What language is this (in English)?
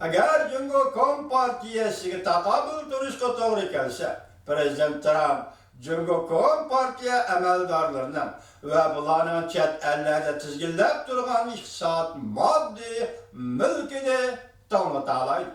Uyghur